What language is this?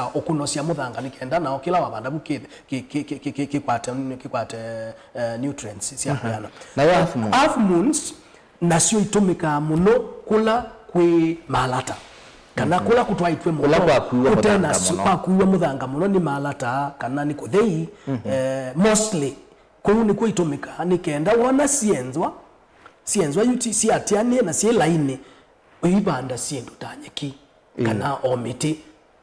Kamba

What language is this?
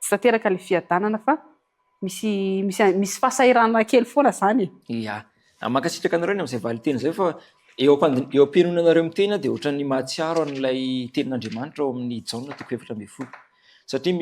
Malagasy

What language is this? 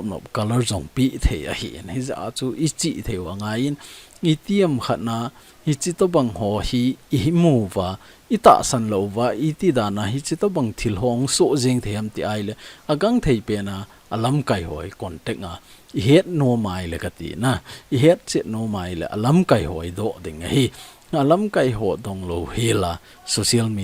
Thado Chin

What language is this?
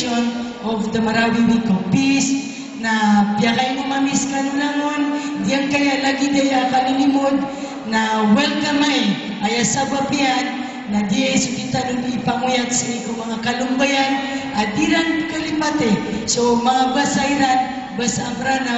Maranao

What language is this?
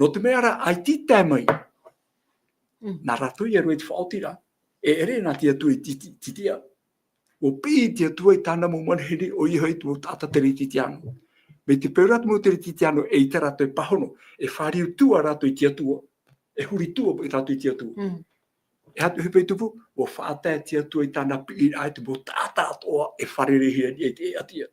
Tahitian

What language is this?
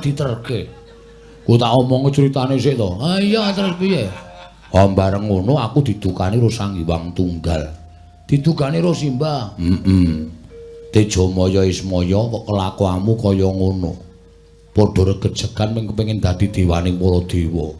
Javanese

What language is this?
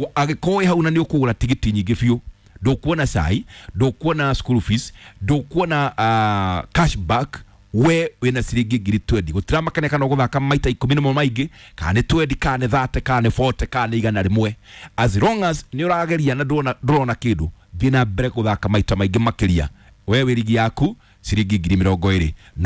Kikuyu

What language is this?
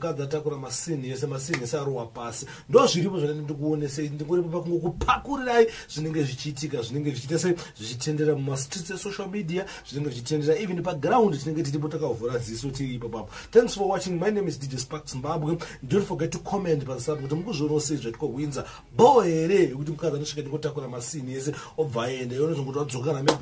Shona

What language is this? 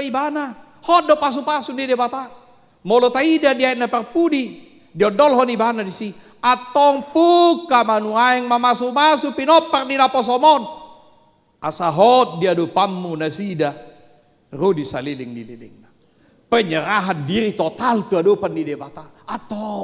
Batak Toba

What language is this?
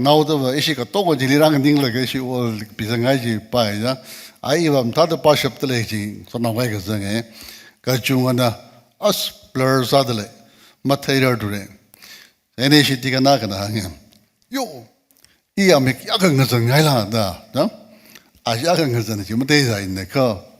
Tangkhul Naga (India)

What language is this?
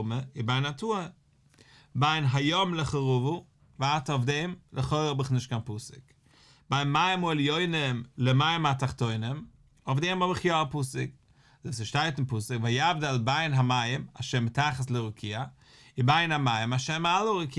Yiddish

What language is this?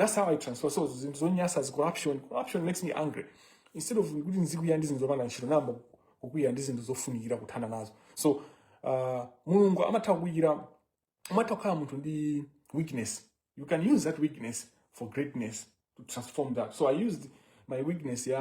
Nyanja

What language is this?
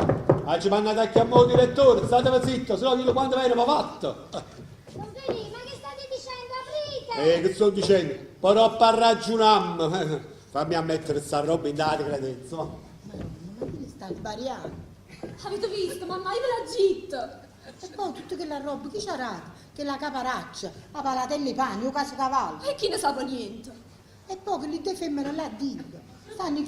Neapolitan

